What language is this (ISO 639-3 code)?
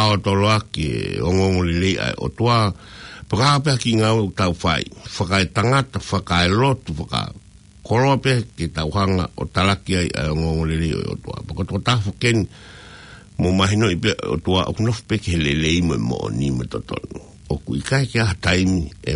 ton